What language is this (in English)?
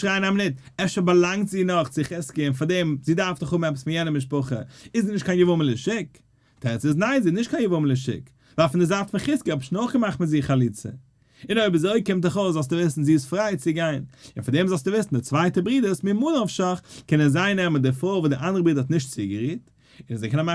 Yiddish